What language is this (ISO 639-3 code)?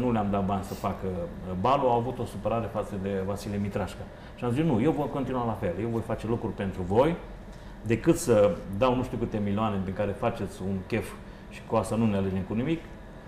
ron